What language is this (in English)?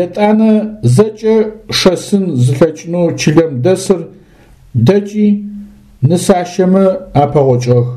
Adyghe